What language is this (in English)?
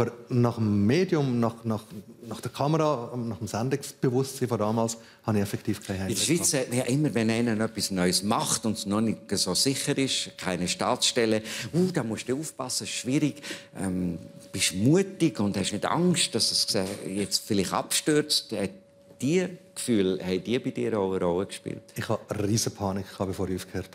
Swiss German